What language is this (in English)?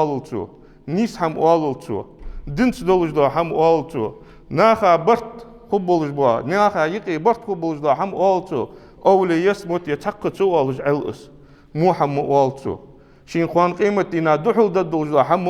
Ingush